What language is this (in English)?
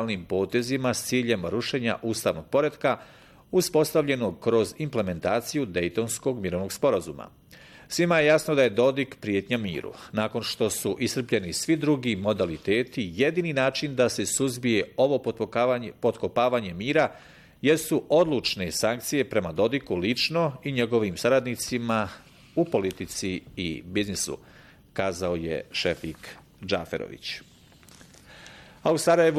Bosnian